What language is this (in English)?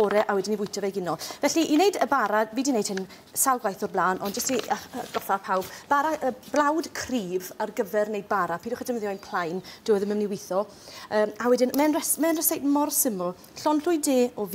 Welsh